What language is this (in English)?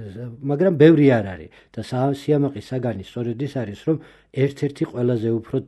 Georgian